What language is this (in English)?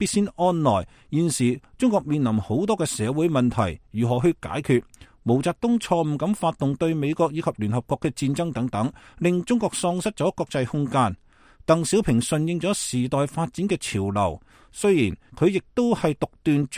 Cantonese